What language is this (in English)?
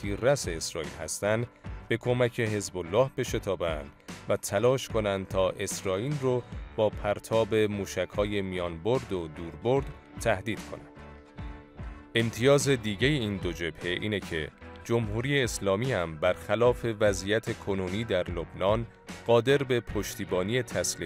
Persian